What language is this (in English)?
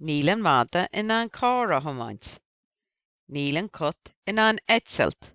Irish